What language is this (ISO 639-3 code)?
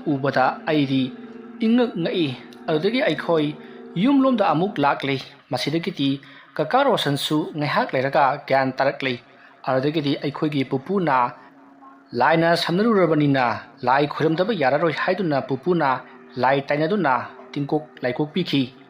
mni